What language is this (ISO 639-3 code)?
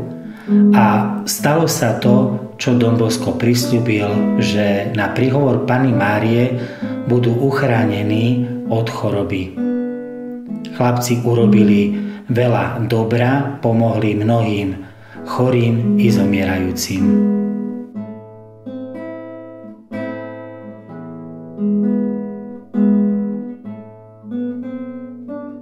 slk